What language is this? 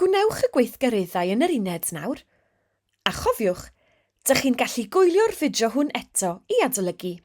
Welsh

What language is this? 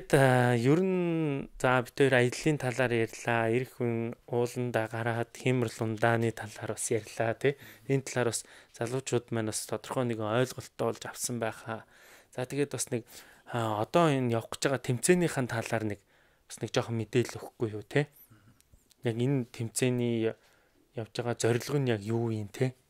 Mongolian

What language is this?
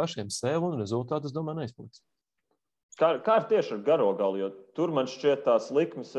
Latvian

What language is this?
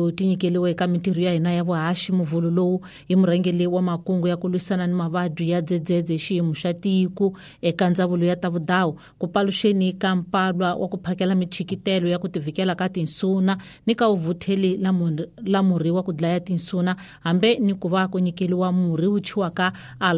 Tsonga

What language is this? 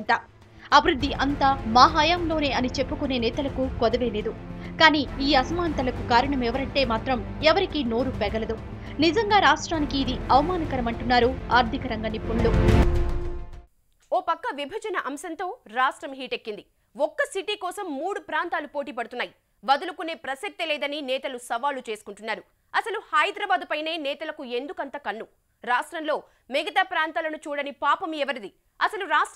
Telugu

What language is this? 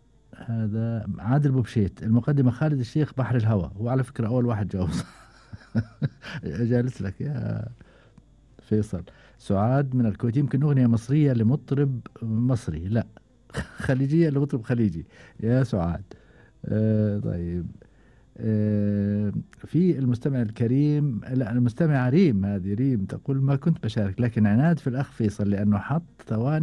Gulf Arabic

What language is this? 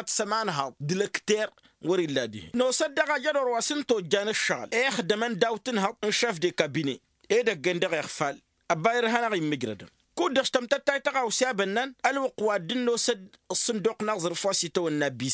Tamasheq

